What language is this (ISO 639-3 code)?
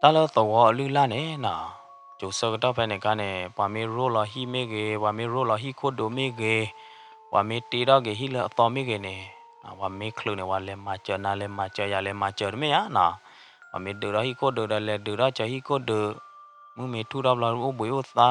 ksw